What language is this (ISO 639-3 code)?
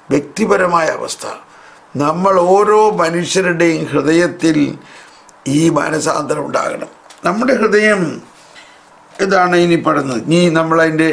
mal